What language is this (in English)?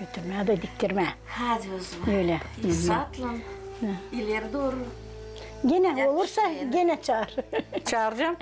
Gagauz